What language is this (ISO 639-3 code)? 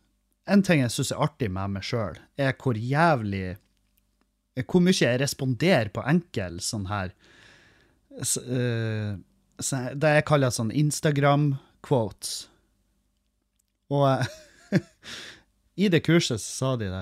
nor